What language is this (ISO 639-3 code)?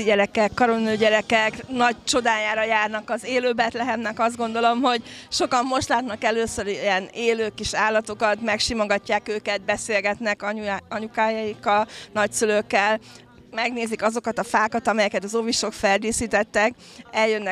hun